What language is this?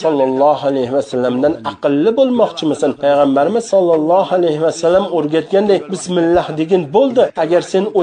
Uzbek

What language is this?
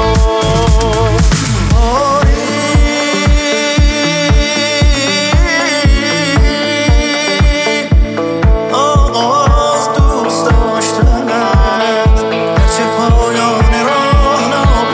Persian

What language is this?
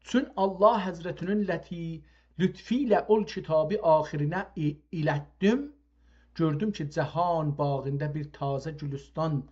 South Azerbaijani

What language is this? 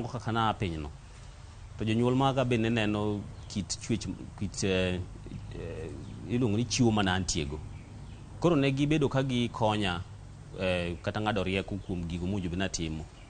Luo (Kenya and Tanzania)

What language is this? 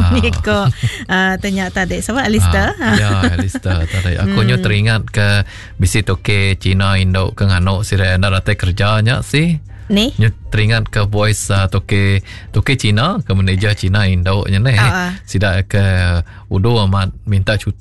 Iban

